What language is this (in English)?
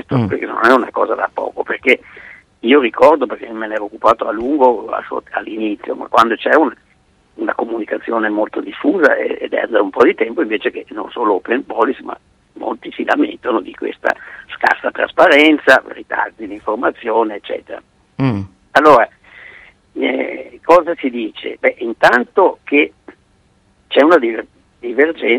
Italian